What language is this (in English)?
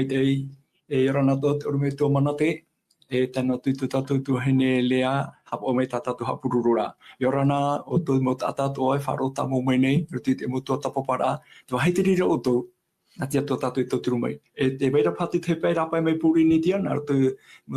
Tahitian